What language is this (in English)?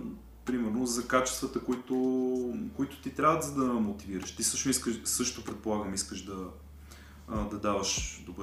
Bulgarian